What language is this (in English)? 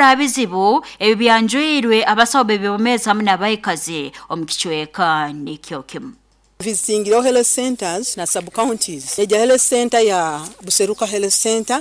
Nyoro